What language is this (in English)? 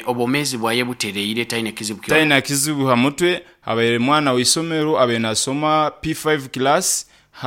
Nyankole